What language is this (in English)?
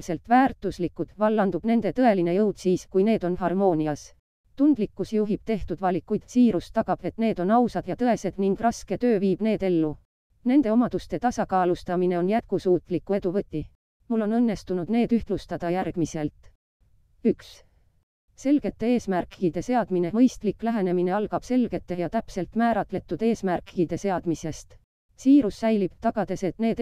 Estonian